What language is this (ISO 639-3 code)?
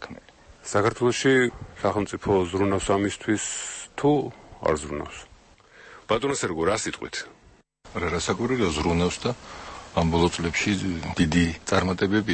kat